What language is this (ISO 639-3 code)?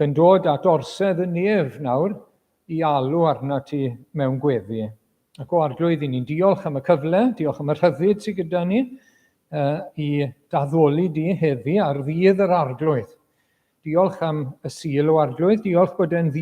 cym